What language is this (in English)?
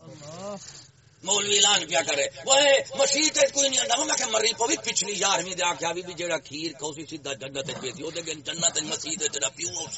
Saraiki